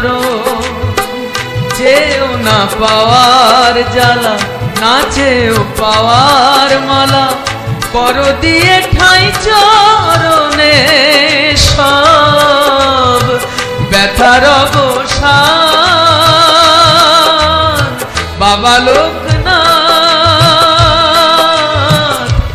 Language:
Bangla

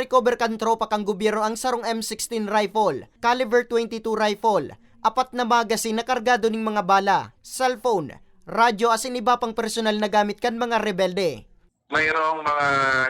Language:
Bikol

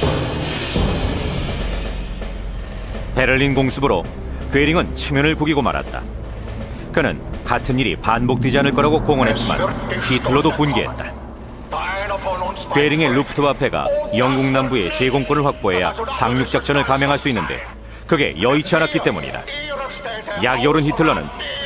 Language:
Korean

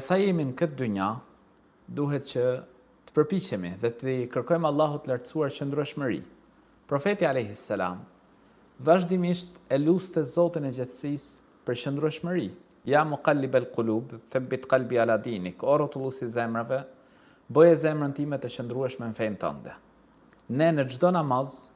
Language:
Albanian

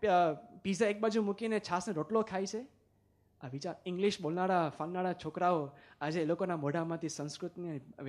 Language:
Gujarati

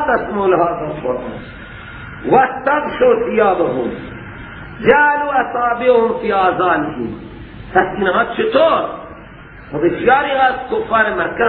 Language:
Persian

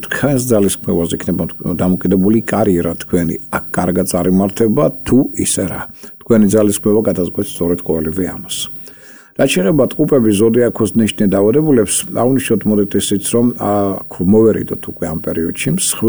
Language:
Georgian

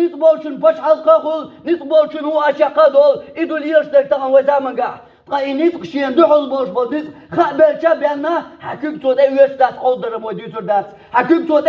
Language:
Chechen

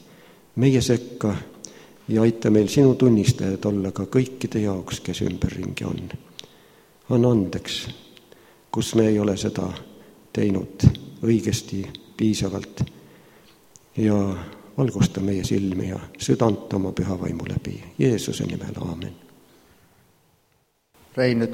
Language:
Estonian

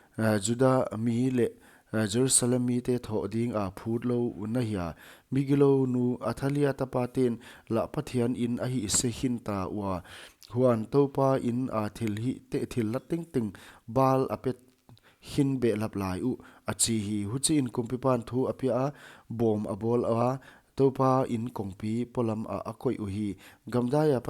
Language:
Paite Chin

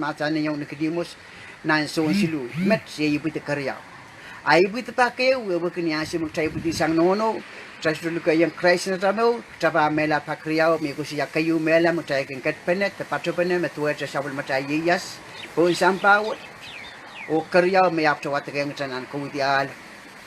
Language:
Pohnpeian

